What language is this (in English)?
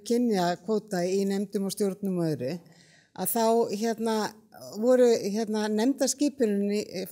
Icelandic